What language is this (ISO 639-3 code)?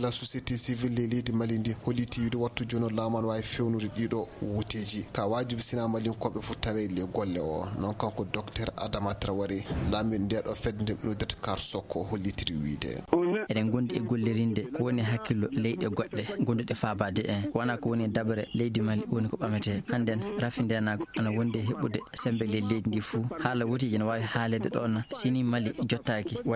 ful